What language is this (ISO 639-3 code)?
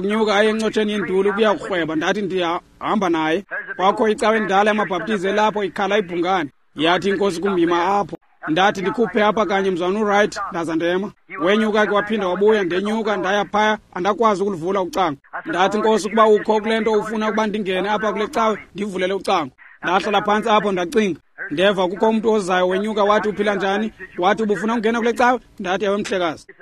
xho